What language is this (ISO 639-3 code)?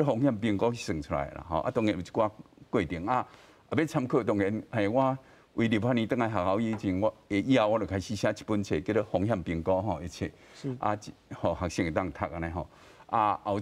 nan